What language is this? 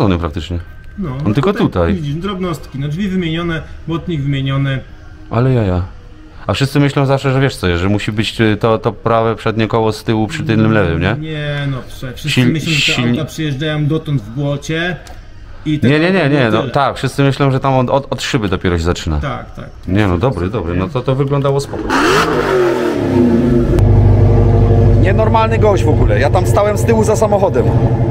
Polish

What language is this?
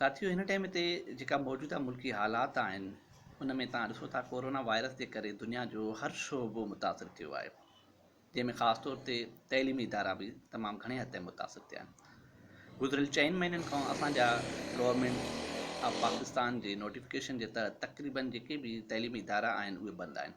Sindhi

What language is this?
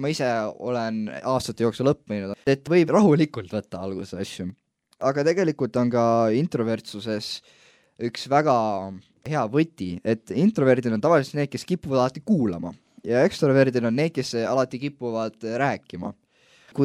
Estonian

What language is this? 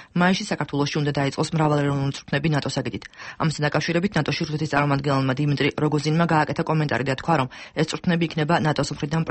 Georgian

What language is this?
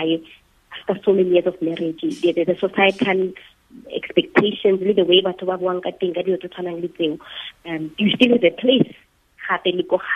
Tswana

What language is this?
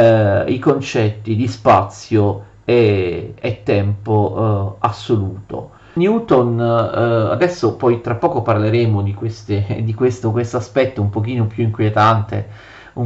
Italian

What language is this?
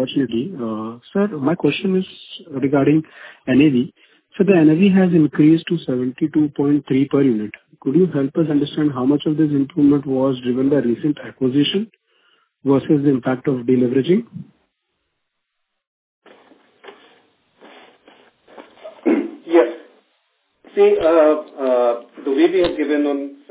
English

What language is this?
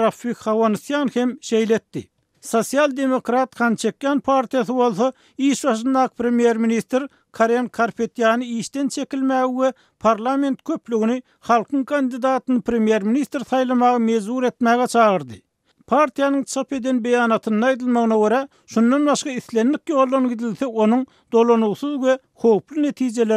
Turkmen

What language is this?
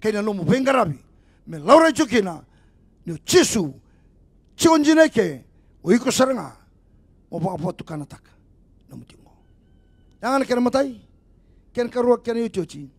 Fijian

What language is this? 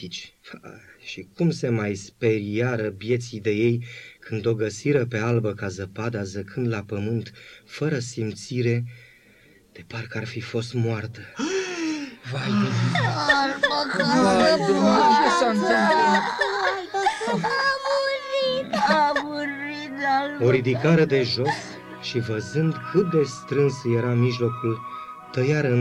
Romanian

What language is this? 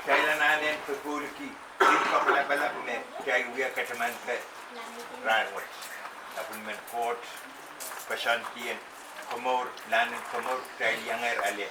Pohnpeian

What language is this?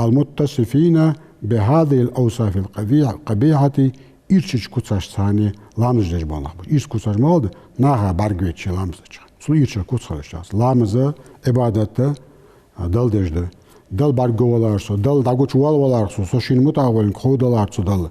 Ingush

